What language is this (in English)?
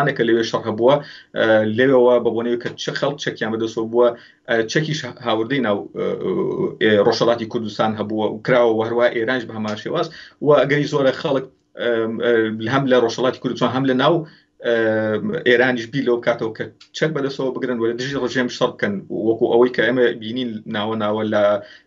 Central Kurdish